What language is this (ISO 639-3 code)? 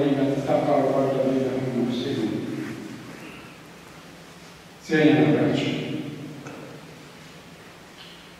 bos